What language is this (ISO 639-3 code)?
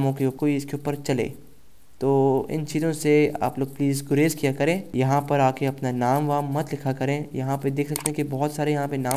urd